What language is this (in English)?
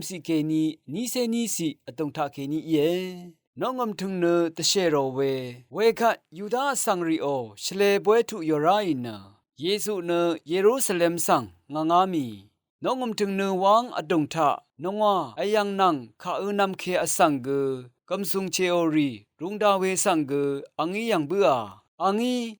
Rawang